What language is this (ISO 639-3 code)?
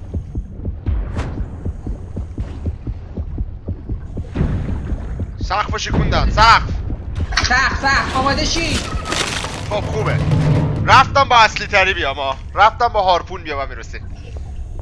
fas